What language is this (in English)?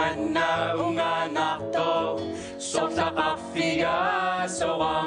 Kalaallisut